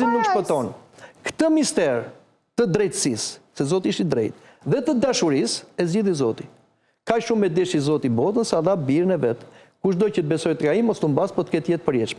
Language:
Albanian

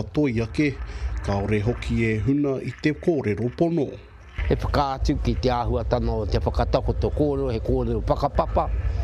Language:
Māori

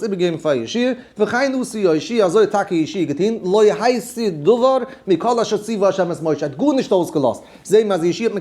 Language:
Yiddish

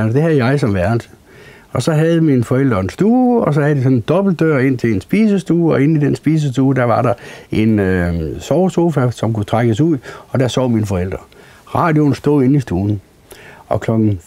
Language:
Danish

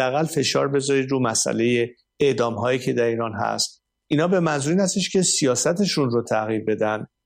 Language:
Persian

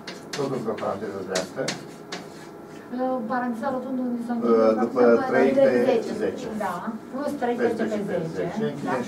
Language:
Romanian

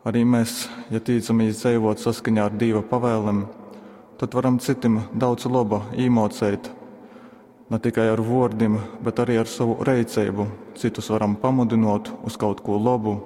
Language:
Latgalian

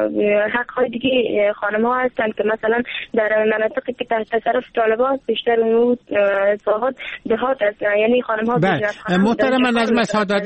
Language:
Persian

